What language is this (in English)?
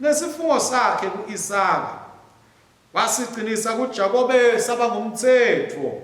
Swati